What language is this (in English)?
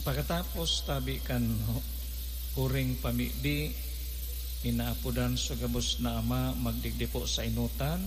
Bikol